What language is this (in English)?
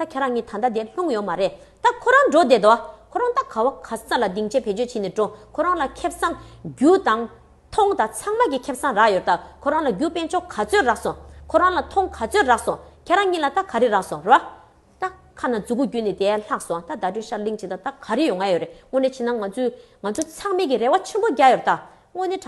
Tibetan